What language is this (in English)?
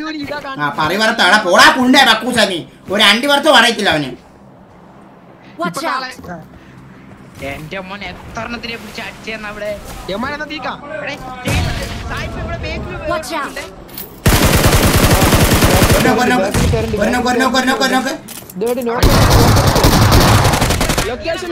Malayalam